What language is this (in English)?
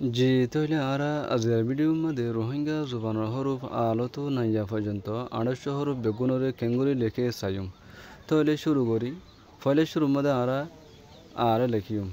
Rohingya